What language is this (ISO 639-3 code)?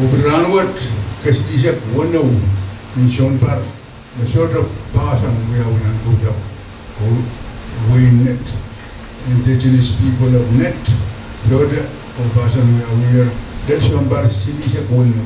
pon